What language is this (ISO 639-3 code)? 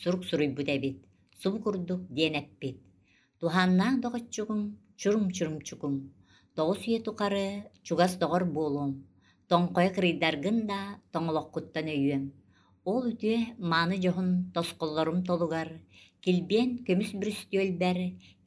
sah